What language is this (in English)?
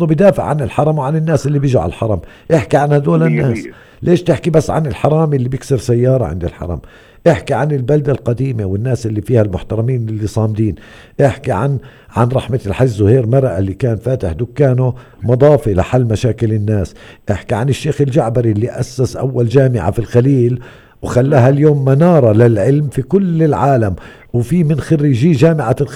North Levantine Arabic